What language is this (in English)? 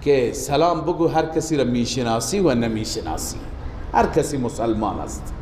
Persian